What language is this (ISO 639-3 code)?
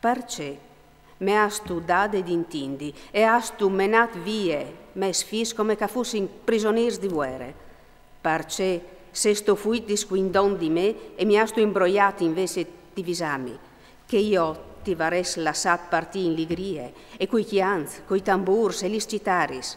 fur